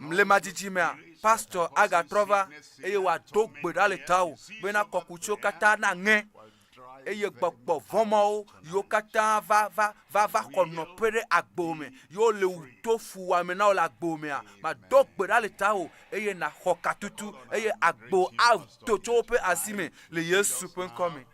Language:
Ewe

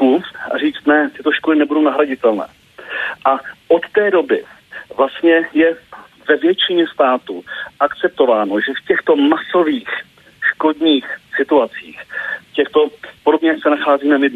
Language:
Czech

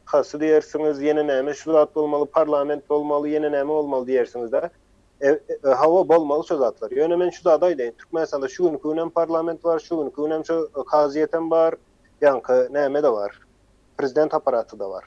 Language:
Turkmen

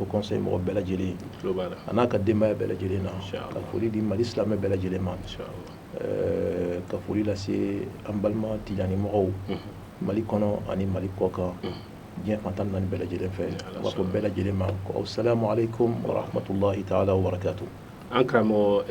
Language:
Bambara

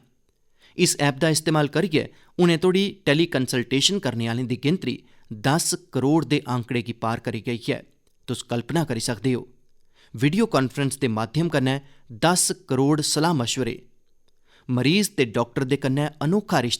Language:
Dogri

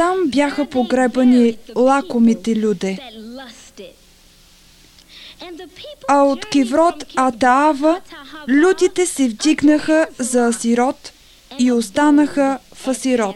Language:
Bulgarian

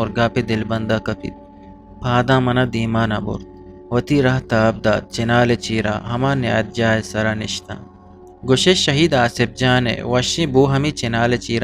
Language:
Eastern Balochi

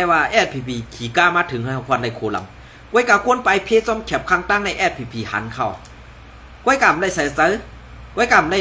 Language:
Shan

